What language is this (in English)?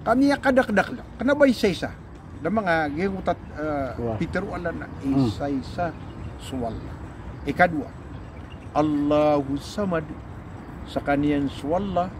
Maranao